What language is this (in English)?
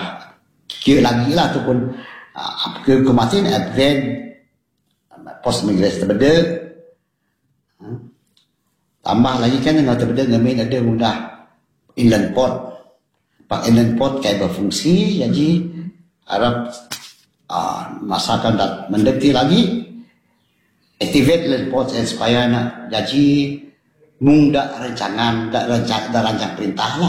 Malay